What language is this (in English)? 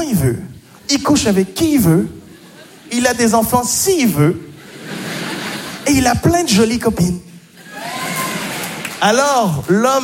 French